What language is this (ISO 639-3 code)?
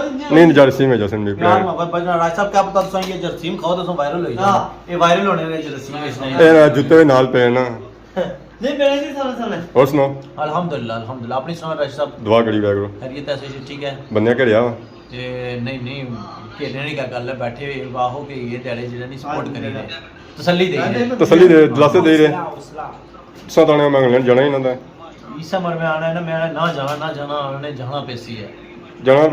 phr